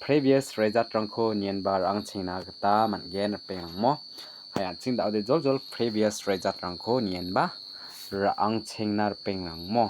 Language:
Garo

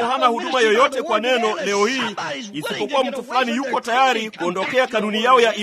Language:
Swahili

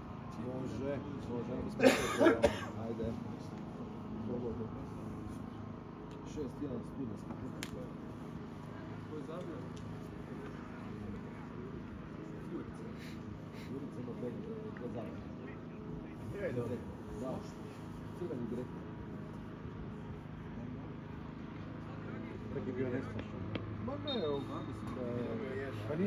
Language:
Croatian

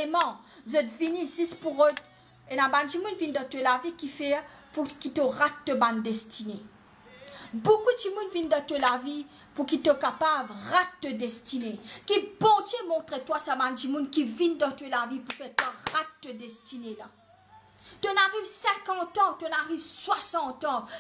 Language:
Morisyen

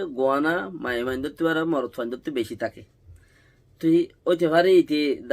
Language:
Rohingya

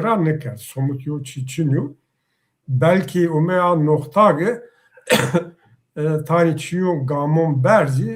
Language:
Zaza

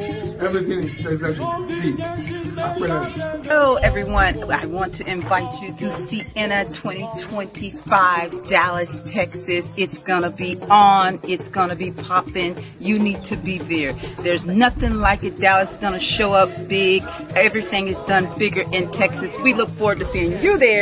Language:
Ewe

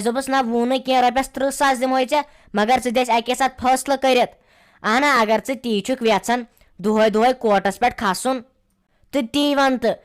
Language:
Kashmiri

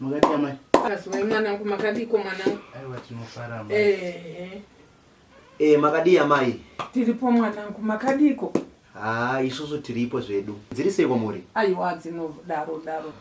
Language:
Shona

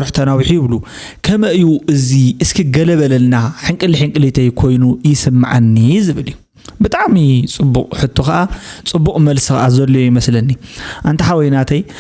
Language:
Tigrinya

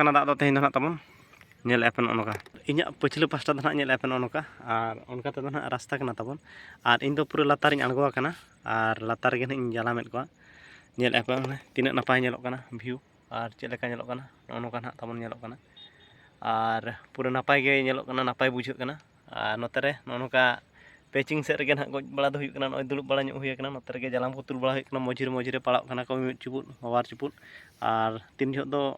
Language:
Santali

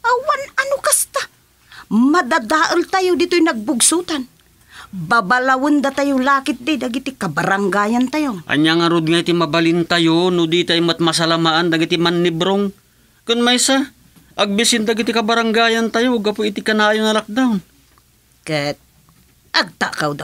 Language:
Iloko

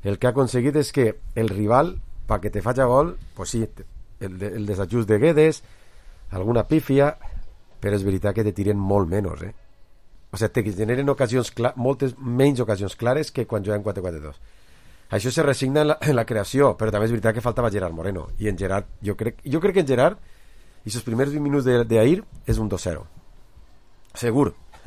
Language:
Catalan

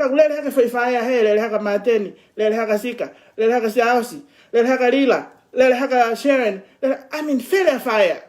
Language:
Tongan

